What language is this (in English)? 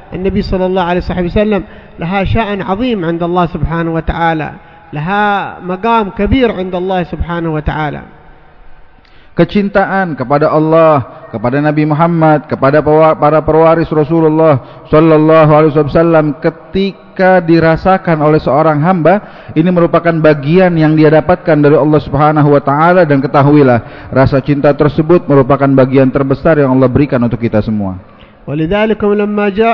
Indonesian